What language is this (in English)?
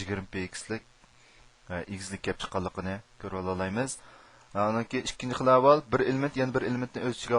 Uyghur